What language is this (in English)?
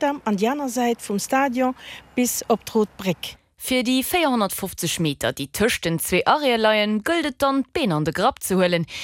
Luxembourgish